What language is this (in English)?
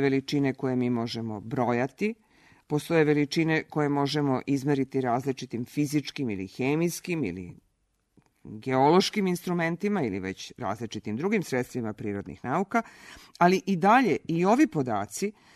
Serbian